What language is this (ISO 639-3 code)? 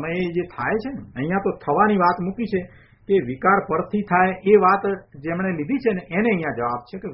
guj